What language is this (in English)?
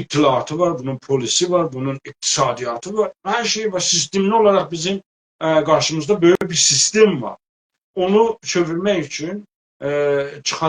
South Azerbaijani